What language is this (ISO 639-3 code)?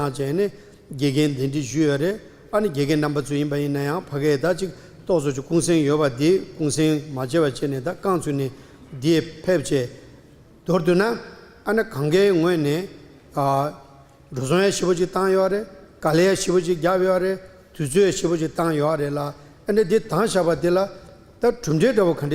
bod